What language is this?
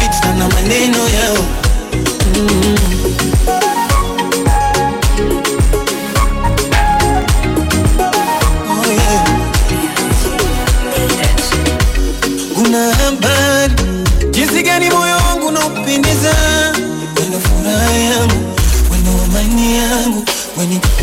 Swahili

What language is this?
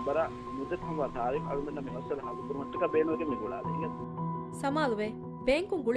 Divehi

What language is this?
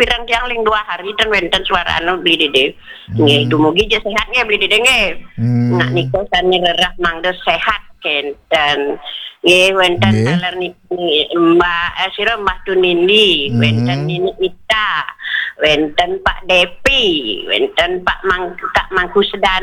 Balinese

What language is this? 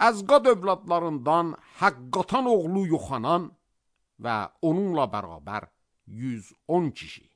Azerbaijani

